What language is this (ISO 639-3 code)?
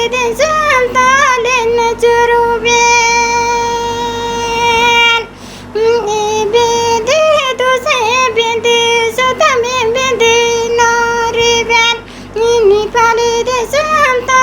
sat